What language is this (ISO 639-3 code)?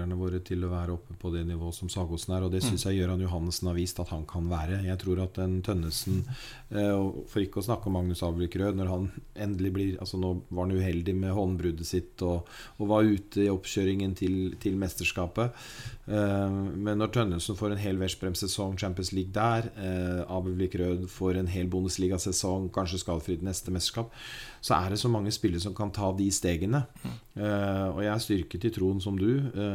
nor